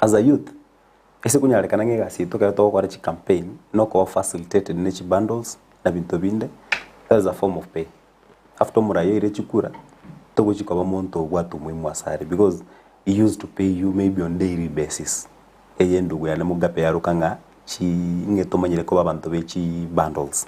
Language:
Gusii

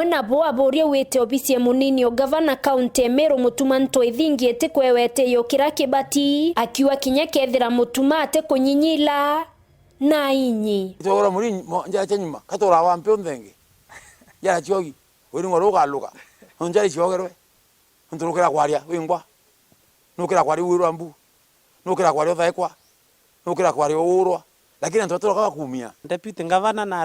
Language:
Meru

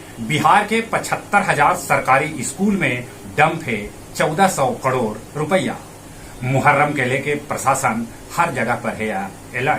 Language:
Magahi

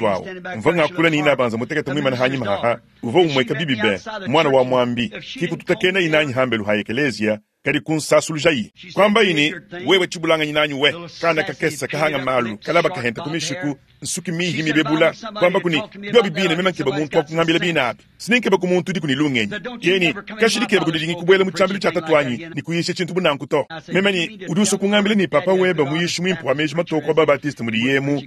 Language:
Luba-Lulua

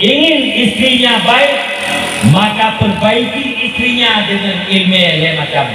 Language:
Achinese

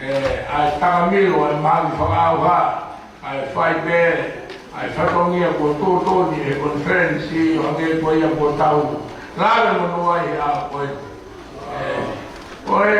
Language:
Tongan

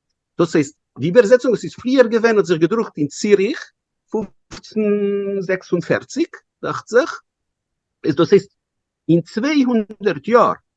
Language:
Yiddish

